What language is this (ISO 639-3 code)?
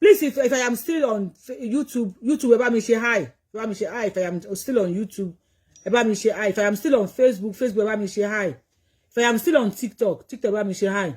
yor